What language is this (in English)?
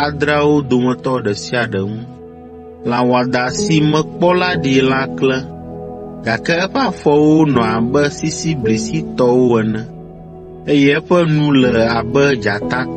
Ewe